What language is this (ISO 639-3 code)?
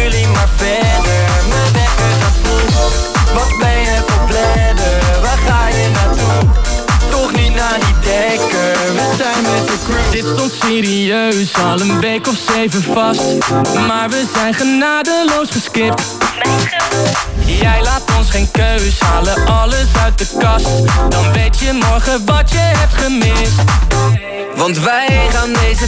nld